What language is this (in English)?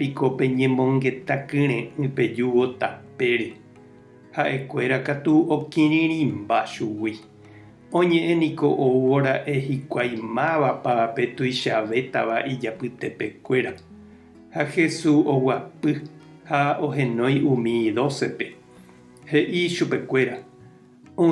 Guarani